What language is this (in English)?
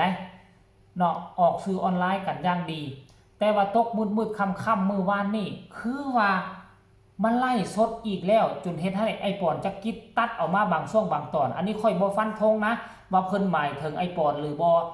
Lao